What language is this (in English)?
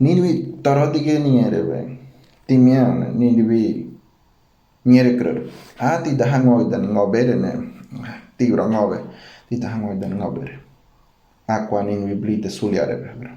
Ngäbere